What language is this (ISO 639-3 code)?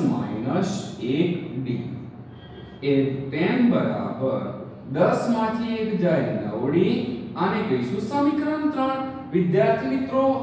guj